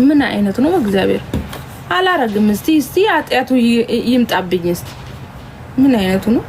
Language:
Amharic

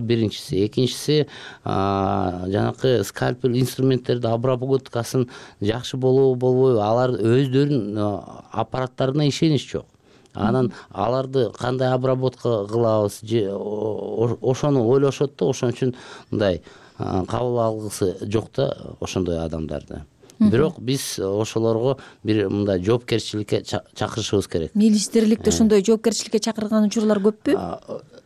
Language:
Kyrgyz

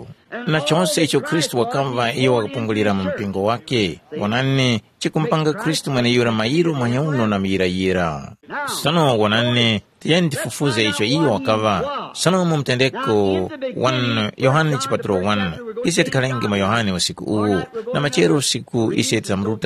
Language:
Tumbuka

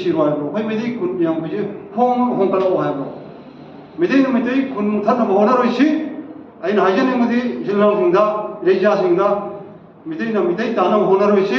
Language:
Manipuri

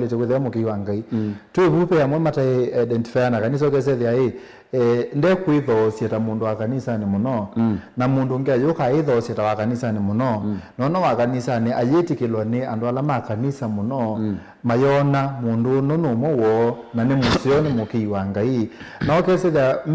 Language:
Kamba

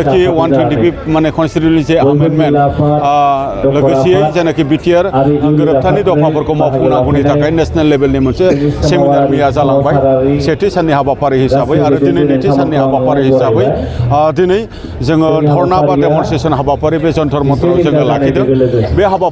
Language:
Bodo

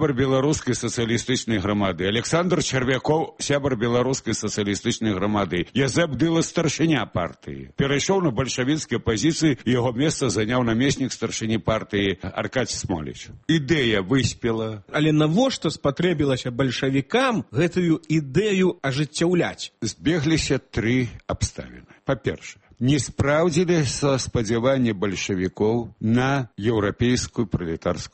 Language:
Belarusian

